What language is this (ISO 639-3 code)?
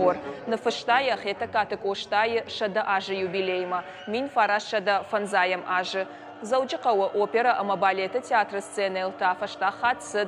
oss